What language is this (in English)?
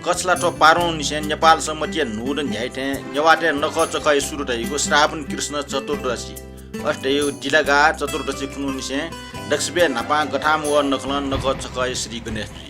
Newari